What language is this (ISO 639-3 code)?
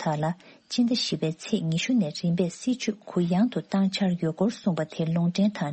bod